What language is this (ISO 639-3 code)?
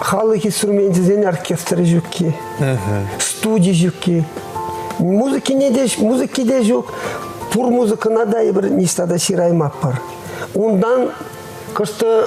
chv